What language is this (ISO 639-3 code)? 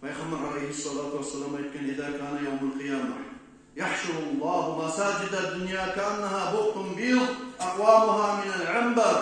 kum